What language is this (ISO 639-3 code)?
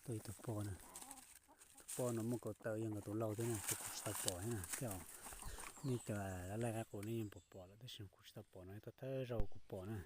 hmn